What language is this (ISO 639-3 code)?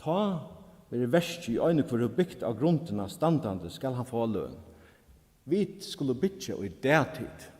fao